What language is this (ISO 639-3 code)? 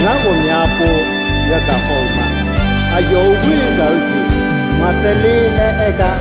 ahk